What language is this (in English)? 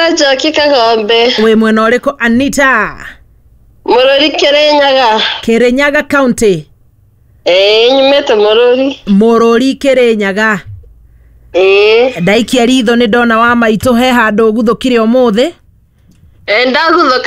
Kikuyu